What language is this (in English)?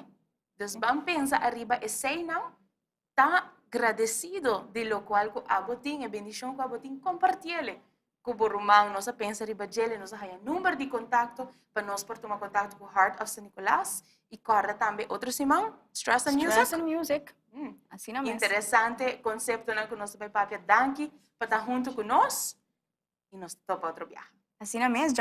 Papiamento